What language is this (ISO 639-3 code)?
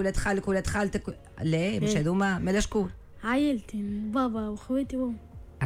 aeb